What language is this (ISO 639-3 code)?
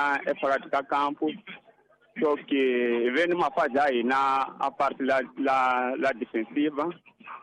tso